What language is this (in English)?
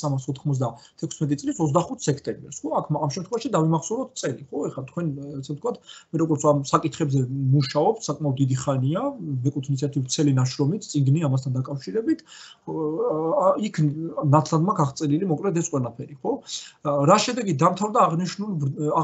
Georgian